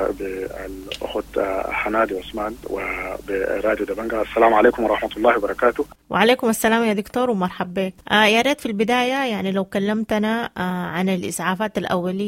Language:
Sudanese Arabic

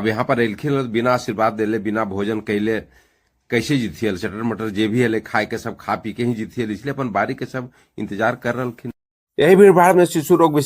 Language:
Magahi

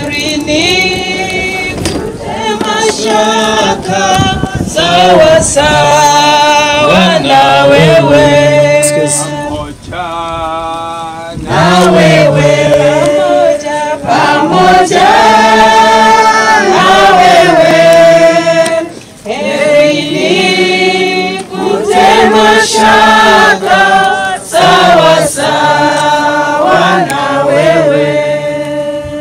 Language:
Swahili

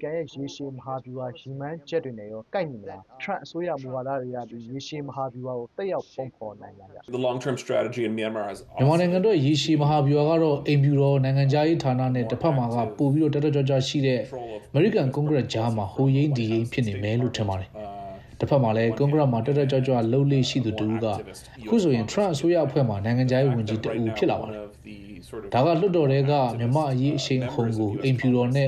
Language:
Burmese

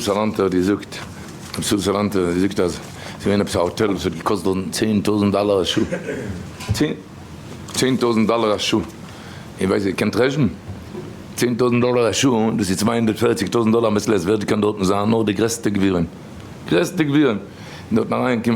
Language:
Yiddish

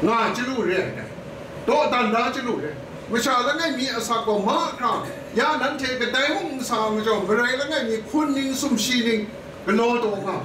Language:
Kachin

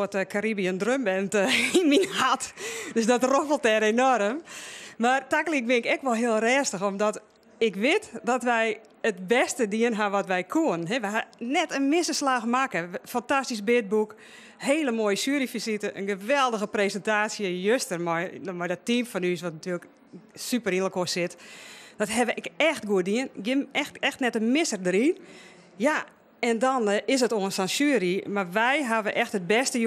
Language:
Western Frisian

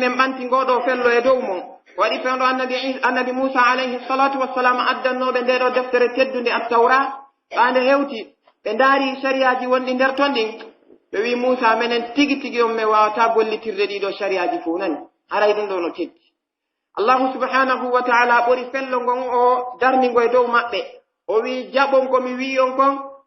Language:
Pular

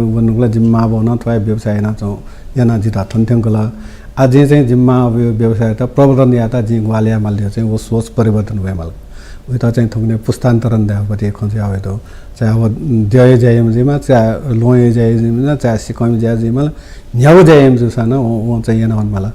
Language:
Newari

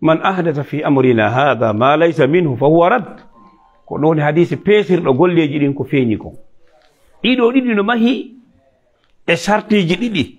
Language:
Fula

